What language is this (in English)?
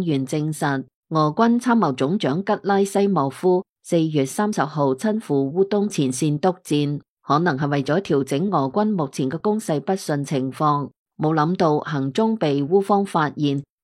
Cantonese